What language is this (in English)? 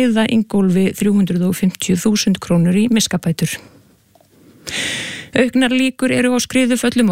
Icelandic